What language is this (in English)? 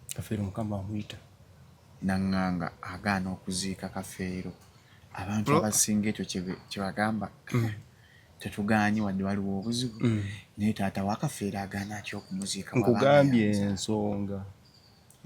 Ganda